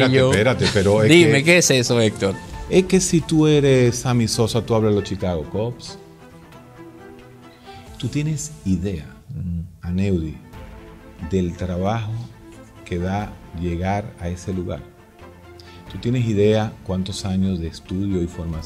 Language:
Spanish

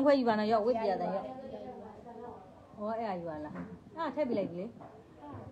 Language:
Burmese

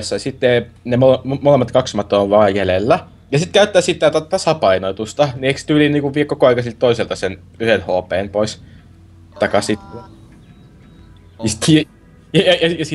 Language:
Finnish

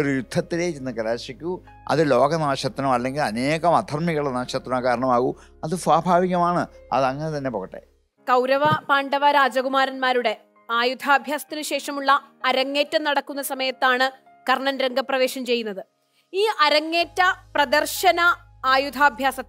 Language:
Malayalam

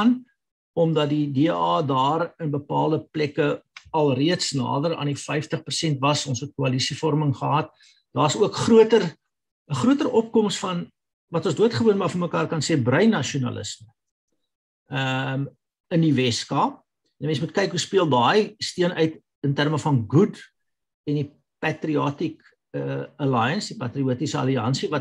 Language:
Afrikaans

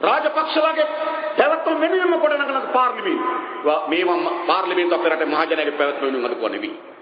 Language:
Sinhala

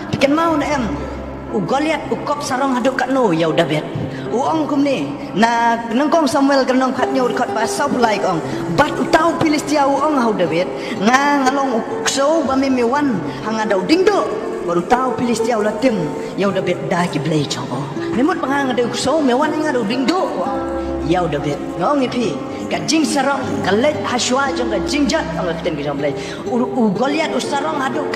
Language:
Khasi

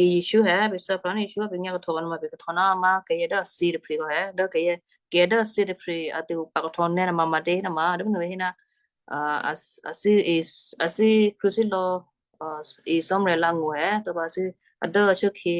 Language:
Western Kayah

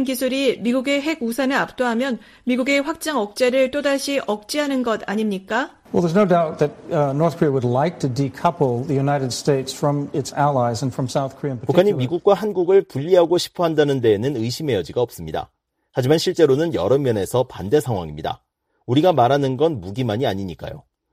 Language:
Korean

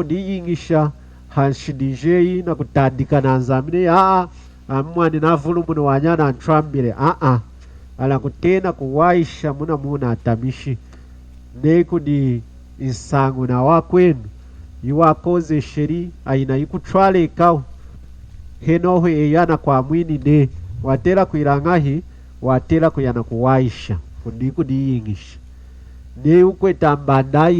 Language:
Lunda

